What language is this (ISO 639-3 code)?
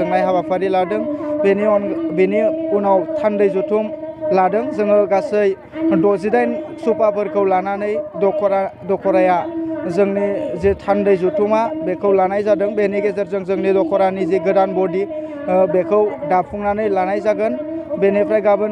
brx